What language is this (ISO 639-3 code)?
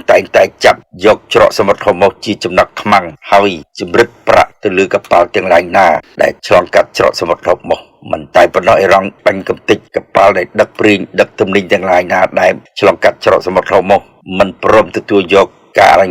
khm